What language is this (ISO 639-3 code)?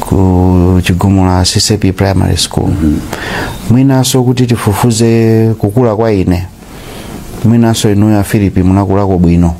nya